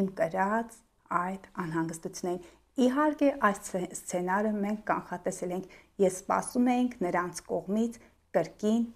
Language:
Armenian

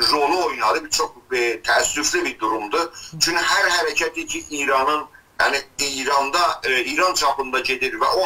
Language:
South Azerbaijani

